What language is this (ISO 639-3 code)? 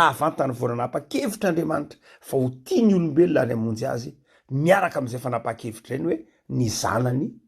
mlg